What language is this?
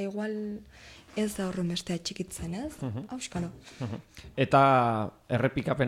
Basque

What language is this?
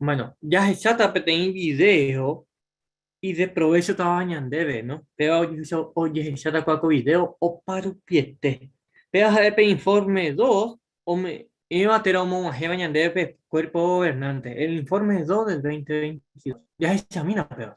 Guarani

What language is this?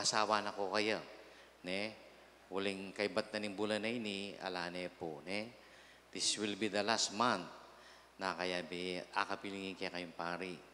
Pampanga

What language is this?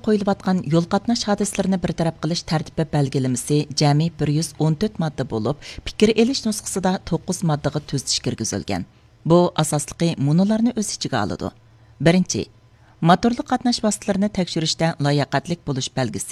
Uyghur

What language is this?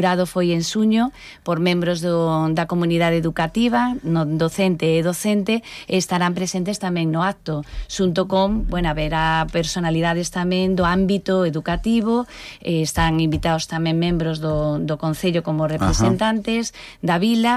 Galician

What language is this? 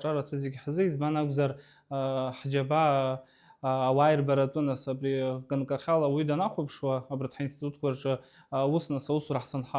Abkhazian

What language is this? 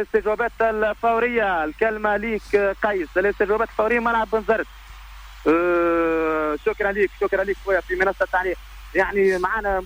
Tunisian Arabic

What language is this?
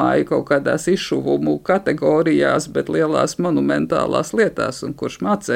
Latvian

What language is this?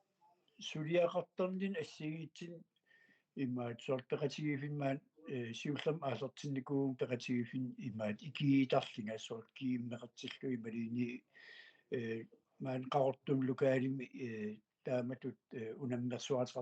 Kalaallisut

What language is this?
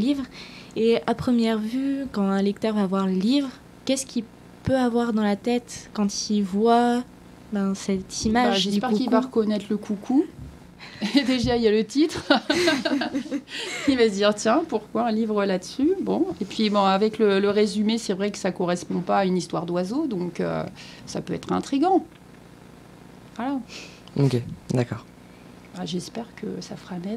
French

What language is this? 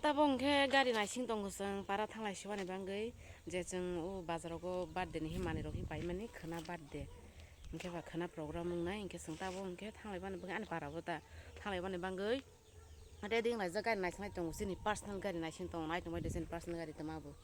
Kok Borok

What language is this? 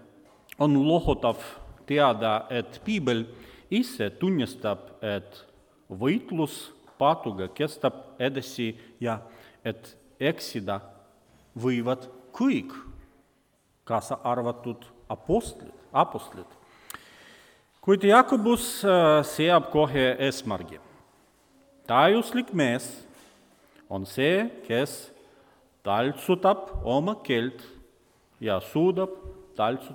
Estonian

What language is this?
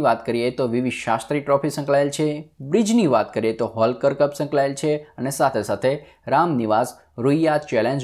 Gujarati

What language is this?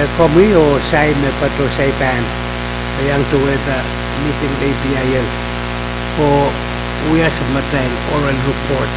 Pohnpeian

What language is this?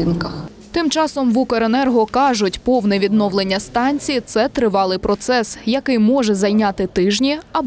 Ukrainian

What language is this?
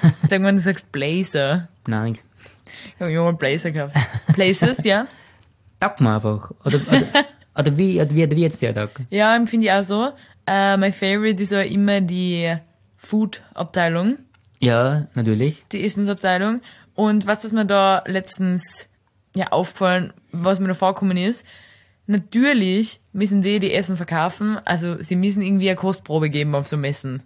German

